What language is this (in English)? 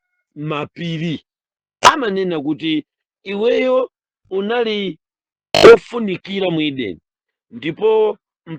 Nyanja